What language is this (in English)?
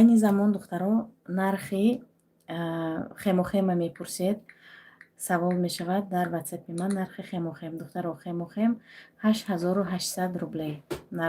Tajik